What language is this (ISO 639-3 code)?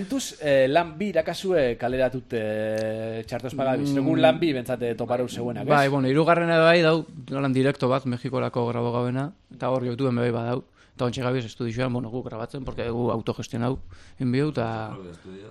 eus